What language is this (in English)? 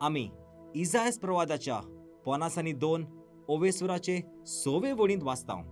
Konkani